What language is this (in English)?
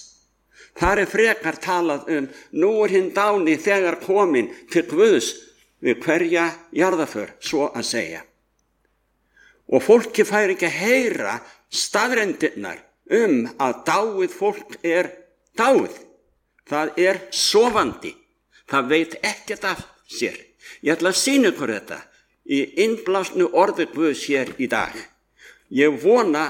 Icelandic